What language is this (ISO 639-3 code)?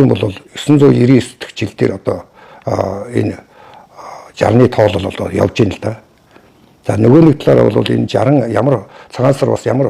mon